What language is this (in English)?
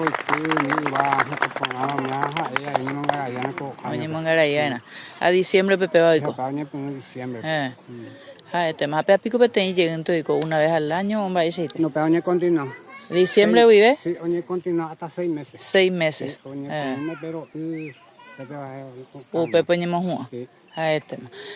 Guarani